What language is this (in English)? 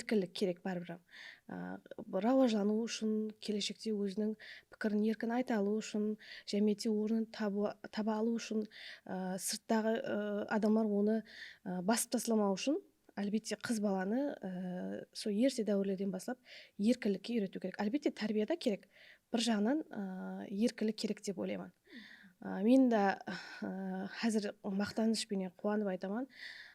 Kara-Kalpak